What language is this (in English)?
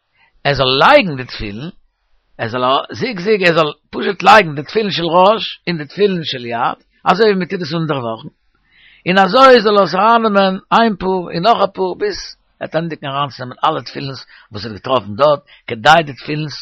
Yiddish